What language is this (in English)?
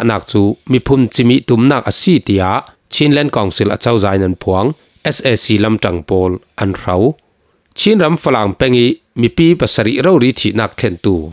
Falam Chin